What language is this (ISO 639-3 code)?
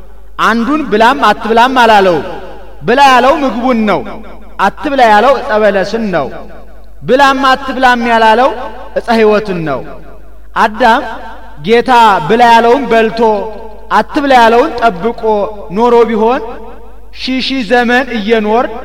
amh